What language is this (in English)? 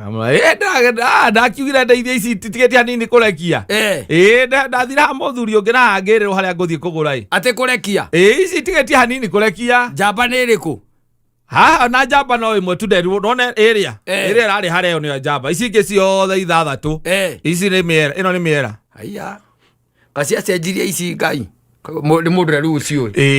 Kikuyu